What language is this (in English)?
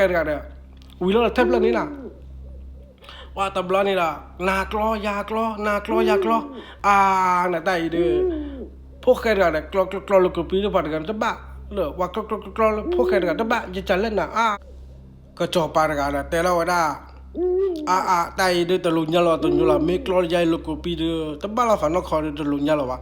S'gaw Karen